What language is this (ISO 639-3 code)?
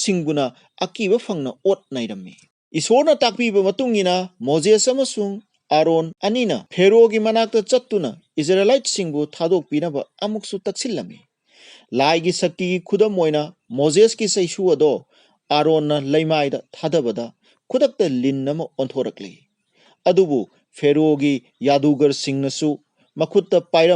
mni